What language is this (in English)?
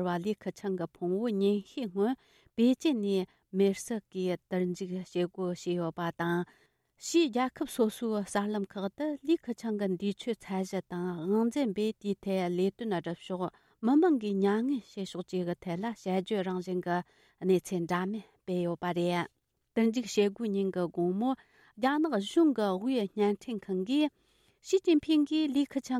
Tibetan